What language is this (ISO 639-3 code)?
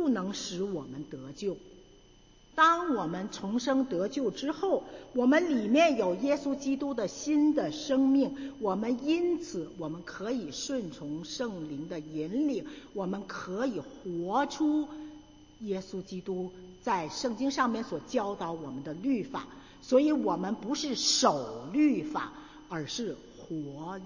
zho